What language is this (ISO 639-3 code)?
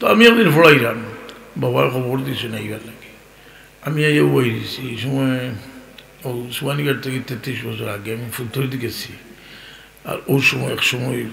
syl